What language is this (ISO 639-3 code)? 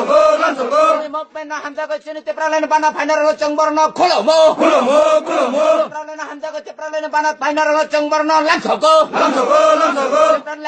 trp